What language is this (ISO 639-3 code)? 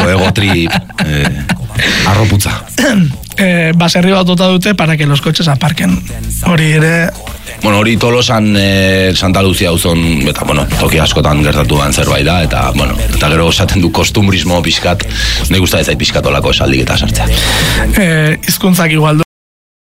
eus